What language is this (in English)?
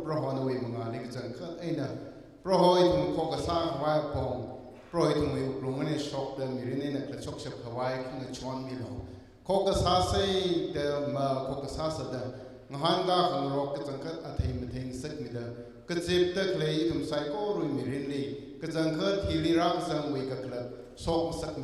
Tangkhul Naga (India)